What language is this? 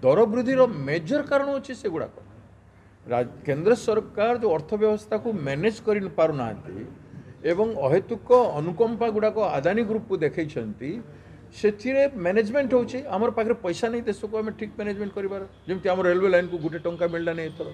Odia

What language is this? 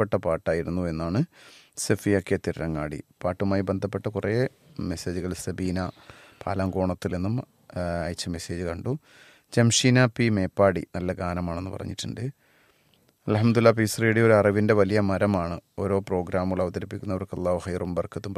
Malayalam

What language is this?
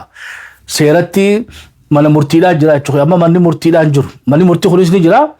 Oromo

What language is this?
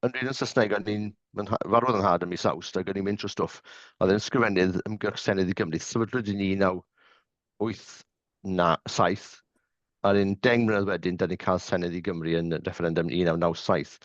Welsh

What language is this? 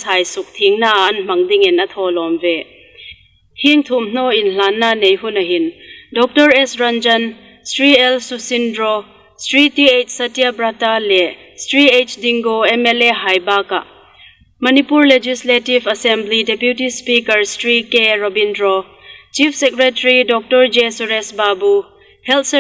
Hmar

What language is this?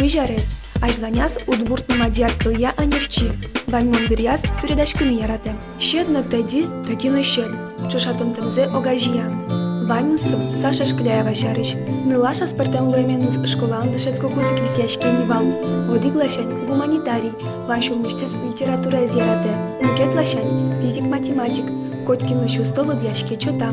Udmurt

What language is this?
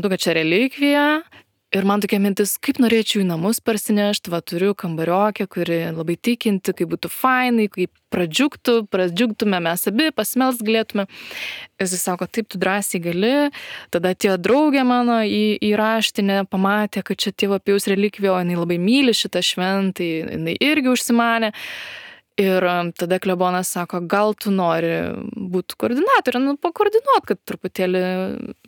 Lithuanian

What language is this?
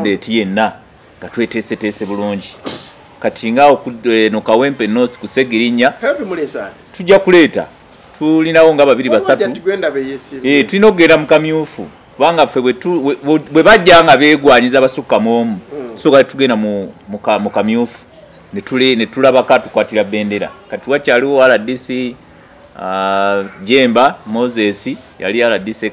Ganda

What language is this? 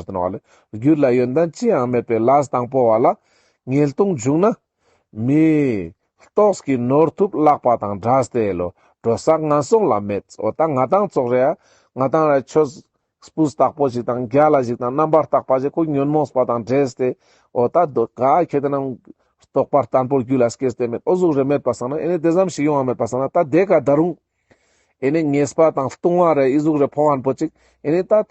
Ladakhi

